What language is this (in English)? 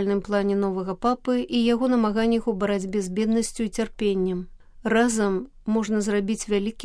Belarusian